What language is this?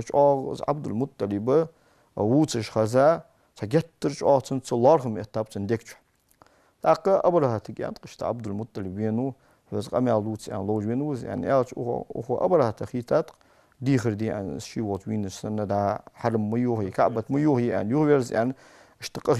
Ingush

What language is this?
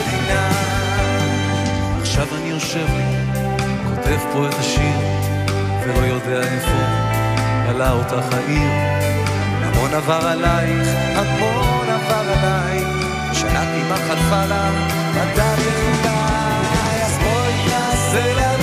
Hebrew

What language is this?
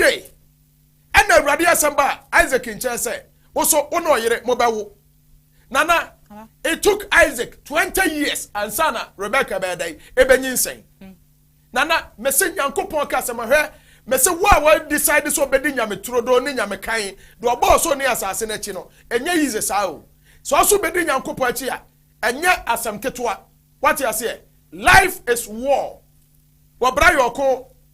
Akan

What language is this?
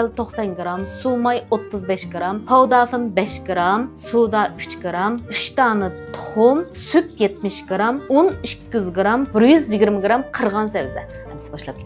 Uyghur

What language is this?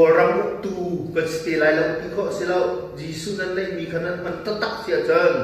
Hakha Chin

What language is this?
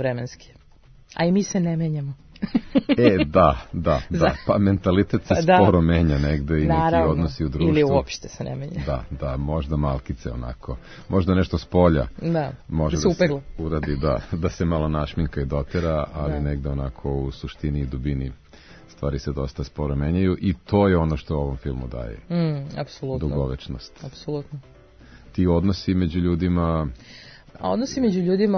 Serbian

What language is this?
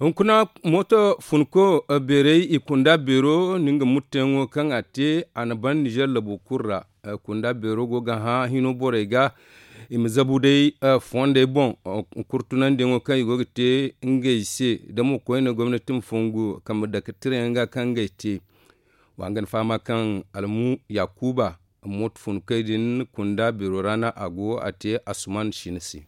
Zarma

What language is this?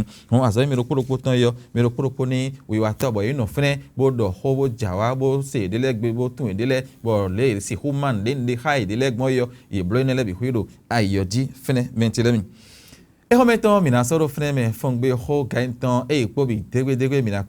Fon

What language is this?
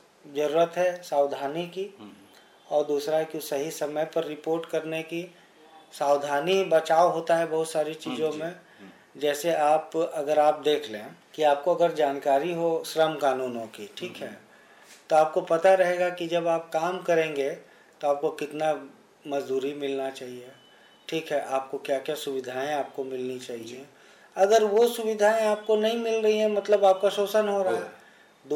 Hindi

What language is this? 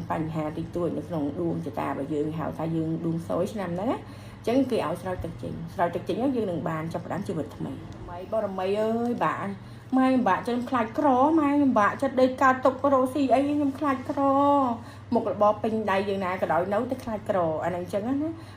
Khmer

